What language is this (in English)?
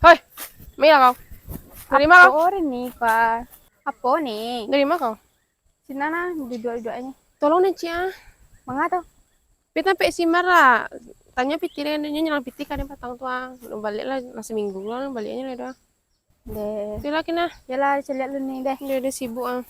Minangkabau